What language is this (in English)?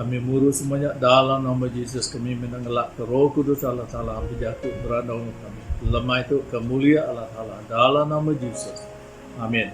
Iban